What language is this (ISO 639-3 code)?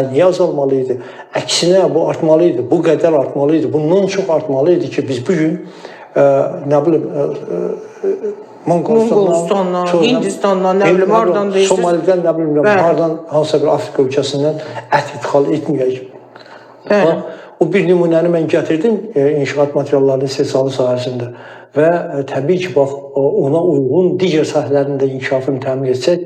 aze